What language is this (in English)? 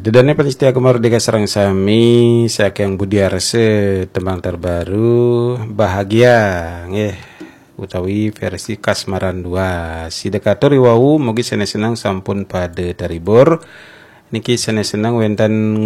Balinese